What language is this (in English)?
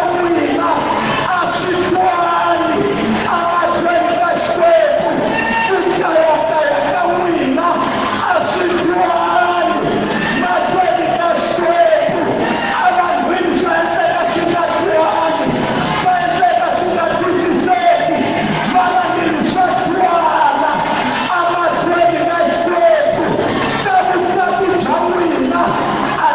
Tsonga